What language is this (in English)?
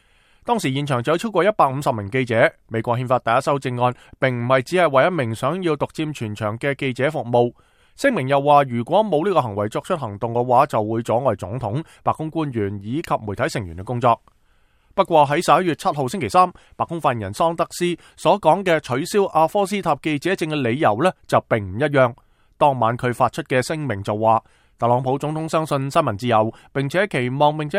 Cantonese